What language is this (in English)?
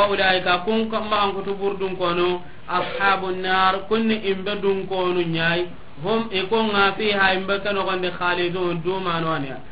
Soninke